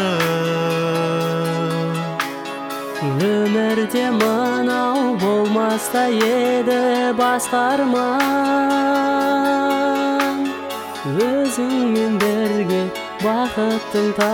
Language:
Kazakh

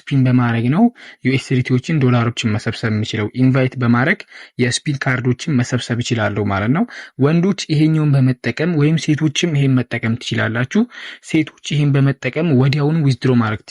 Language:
Amharic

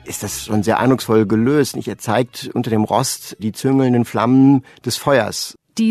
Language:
German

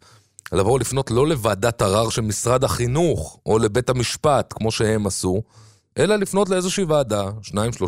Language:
Hebrew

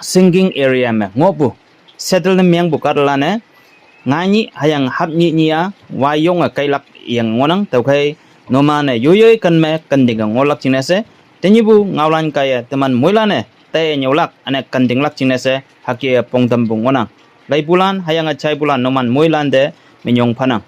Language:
Konyak Naga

